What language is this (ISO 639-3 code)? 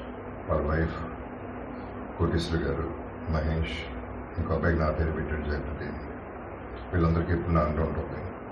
tel